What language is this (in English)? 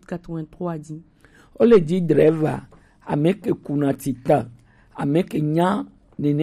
Gen